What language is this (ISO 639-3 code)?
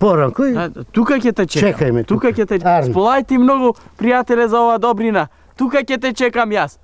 mkd